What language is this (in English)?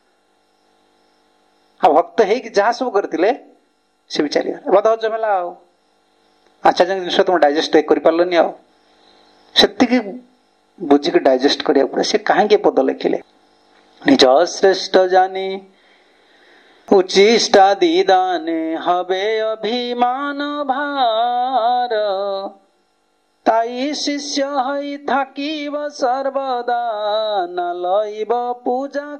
Odia